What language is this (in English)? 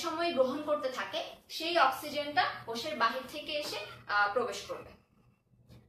Bangla